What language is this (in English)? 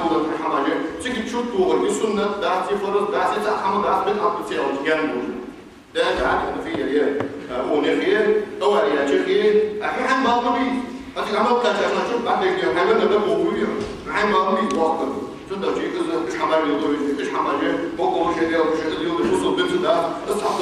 Ingush